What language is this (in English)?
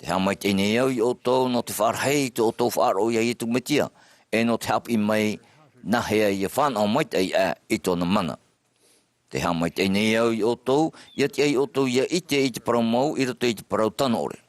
Tahitian